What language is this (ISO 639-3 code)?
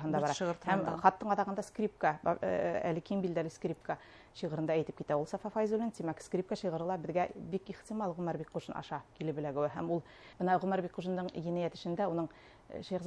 bak